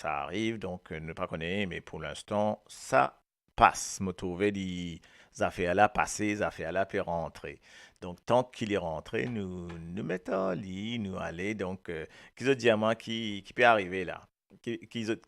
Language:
Morisyen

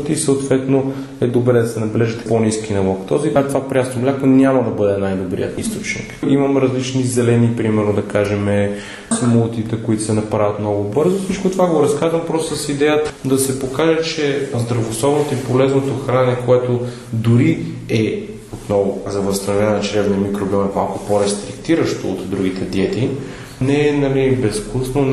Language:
Bulgarian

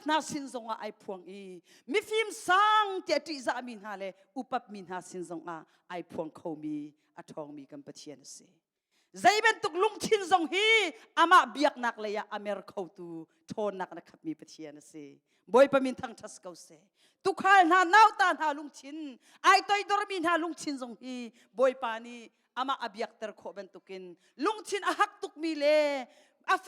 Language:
Hakha Chin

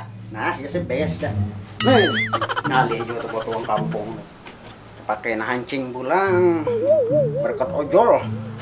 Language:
Banjar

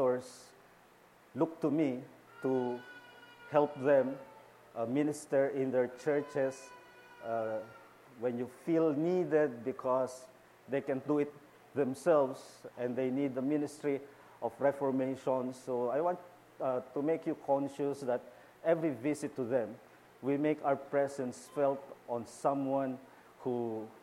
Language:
Filipino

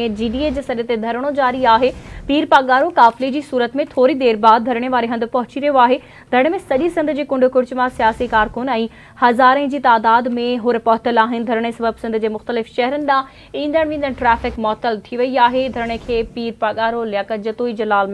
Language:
Sindhi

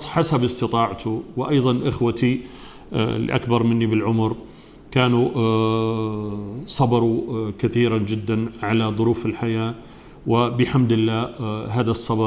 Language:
Arabic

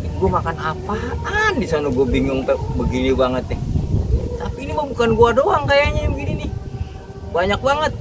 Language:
Betawi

